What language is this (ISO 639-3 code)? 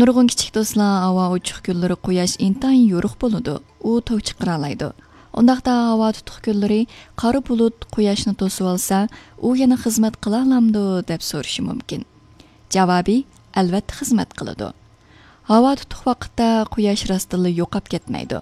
uig